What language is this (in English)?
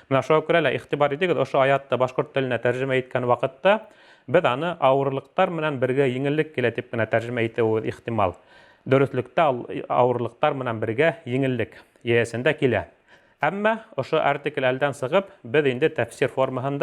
Bashkir